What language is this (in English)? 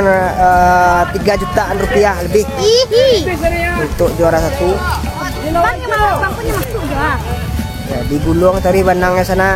Minangkabau